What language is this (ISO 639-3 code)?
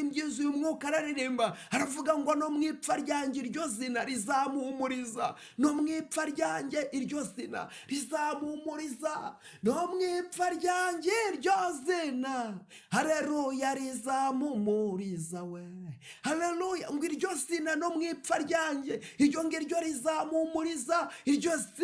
kin